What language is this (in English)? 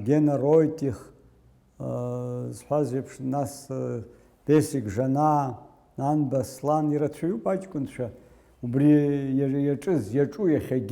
Abkhazian